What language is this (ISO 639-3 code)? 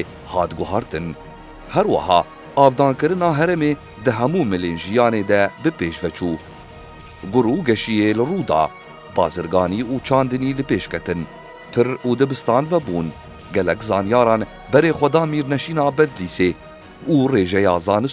kur